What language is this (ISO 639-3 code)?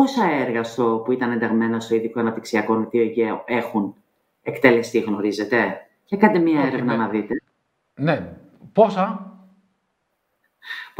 ell